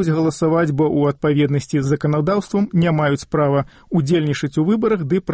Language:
Belarusian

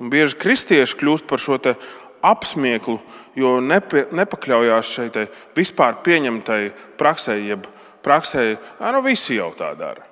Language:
Latvian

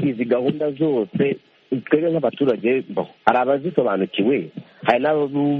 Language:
Kinyarwanda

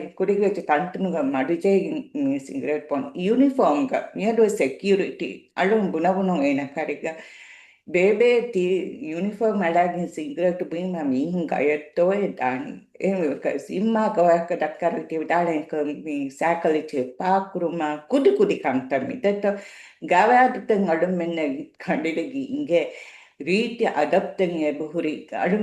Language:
Divehi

